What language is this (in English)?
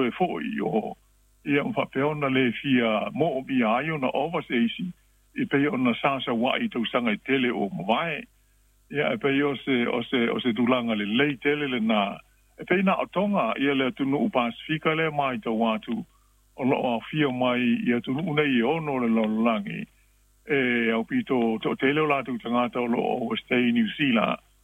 Samoan